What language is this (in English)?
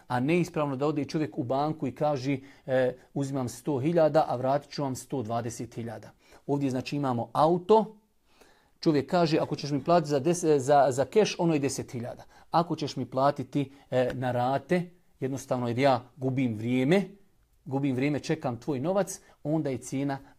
Bosnian